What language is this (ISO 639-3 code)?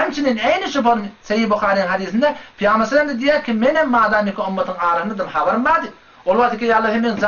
tuk